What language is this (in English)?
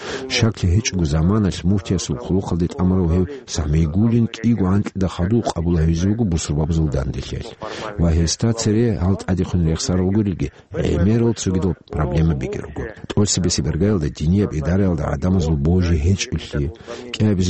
Avaric